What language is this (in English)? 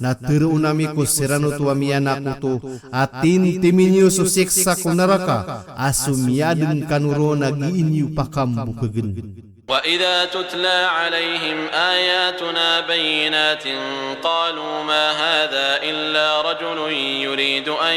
Maranao